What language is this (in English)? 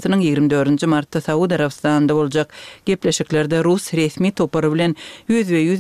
Kyrgyz